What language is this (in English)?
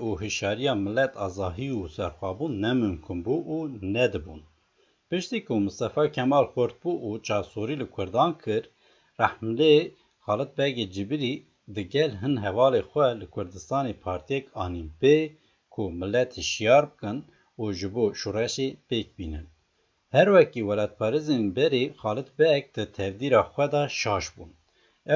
Kurdish